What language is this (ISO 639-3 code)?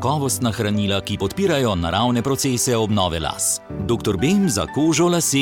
slv